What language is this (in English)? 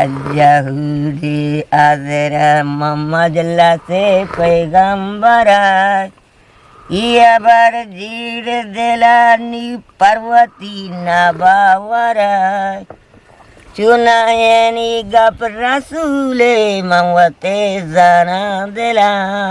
Eastern Balochi